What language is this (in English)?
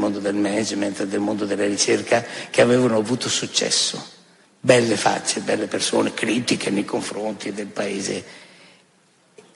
Italian